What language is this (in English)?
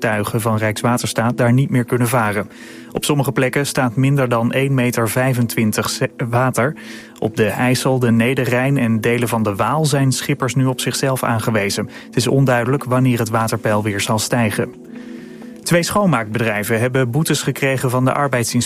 Dutch